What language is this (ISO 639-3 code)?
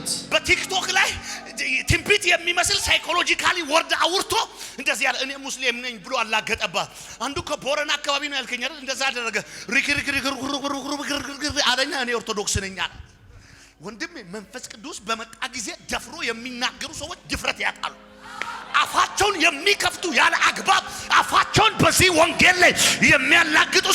amh